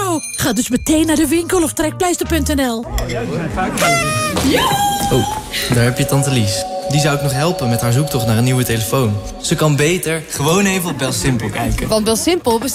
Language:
Dutch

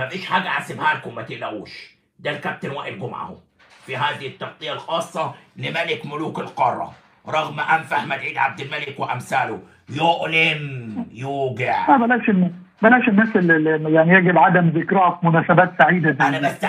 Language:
Egyptian Arabic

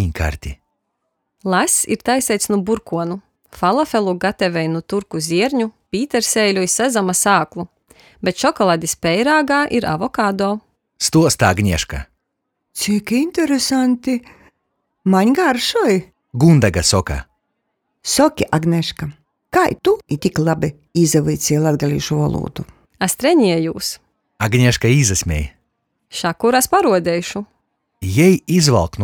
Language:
Latgalian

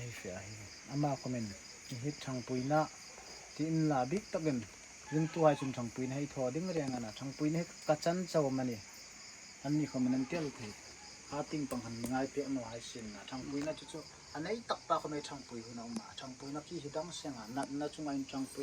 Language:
Hmar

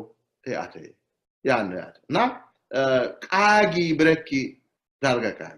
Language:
Sidamo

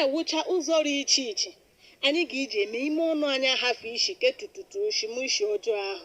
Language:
Igbo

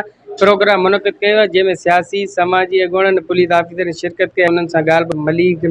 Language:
Sindhi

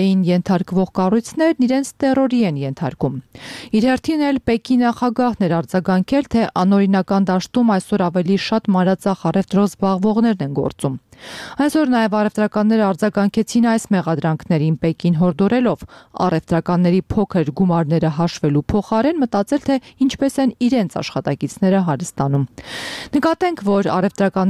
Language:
Armenian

